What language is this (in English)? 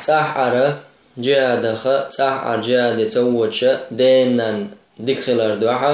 Chechen